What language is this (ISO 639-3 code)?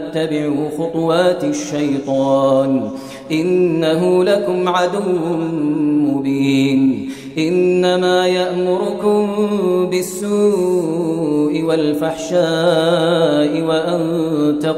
ara